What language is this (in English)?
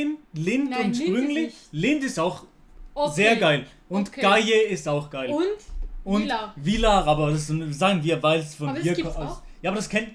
Swiss German